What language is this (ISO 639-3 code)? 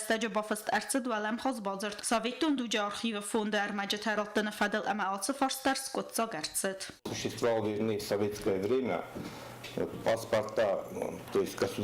oss